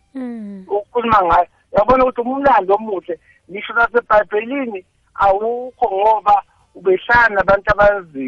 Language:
South Ndebele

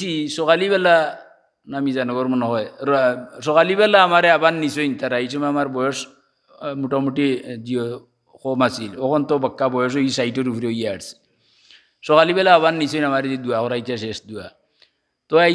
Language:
Sylheti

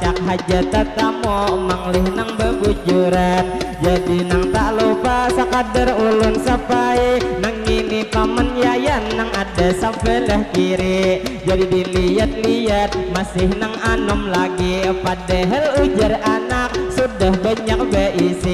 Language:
Banjar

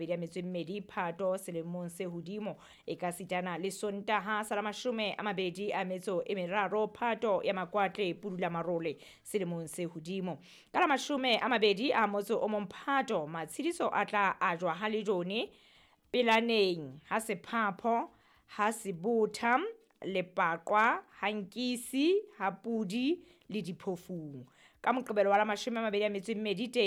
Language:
Southern Sotho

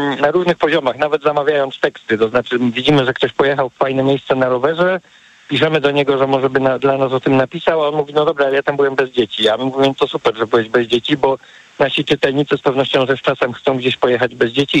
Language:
Polish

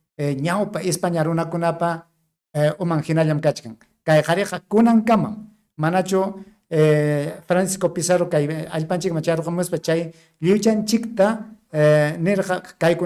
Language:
Ayacucho Quechua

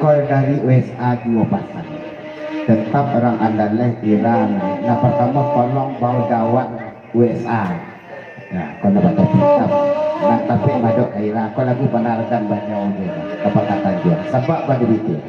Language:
Minangkabau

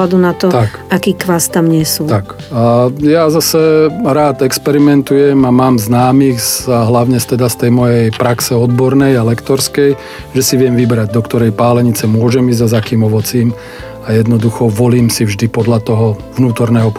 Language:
Slovak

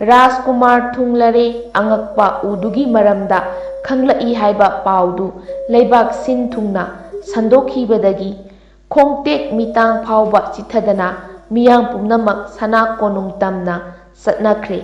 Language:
Manipuri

